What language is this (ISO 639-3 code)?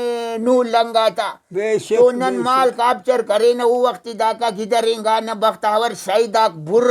brh